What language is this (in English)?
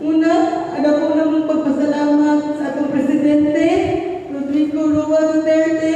Cebuano